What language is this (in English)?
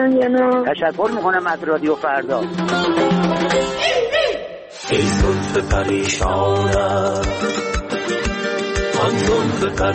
Persian